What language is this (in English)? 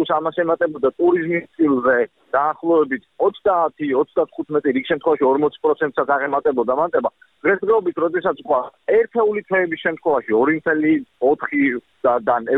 Georgian